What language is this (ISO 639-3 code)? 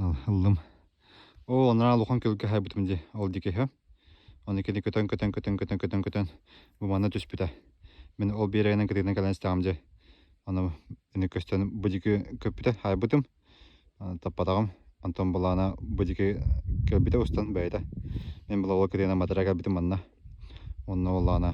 sah